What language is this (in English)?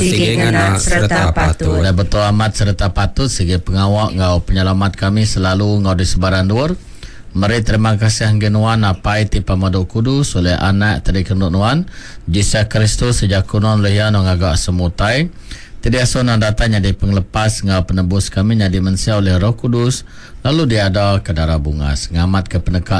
Iban